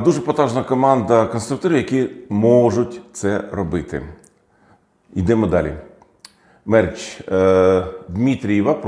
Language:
Ukrainian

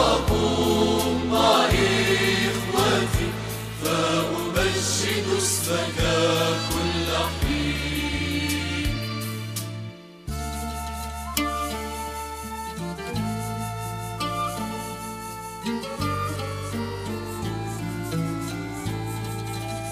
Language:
Arabic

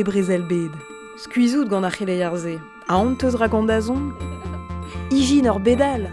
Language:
Breton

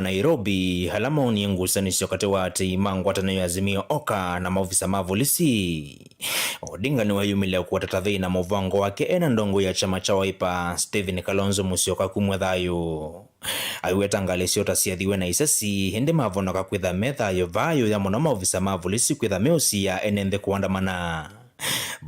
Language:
Kamba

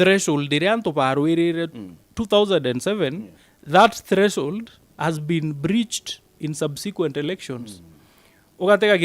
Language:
Meru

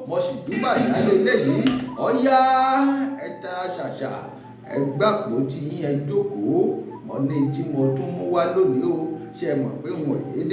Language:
Yoruba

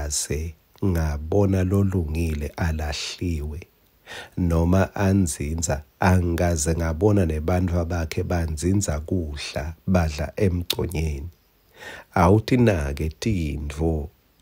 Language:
Swati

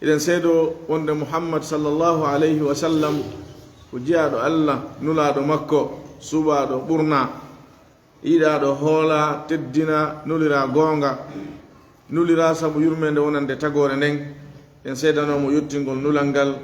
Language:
Fula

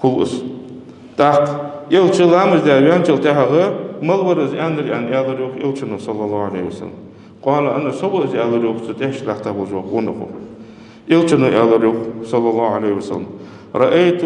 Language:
Ingush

